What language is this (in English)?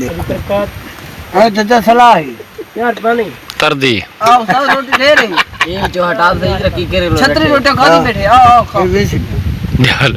Saraiki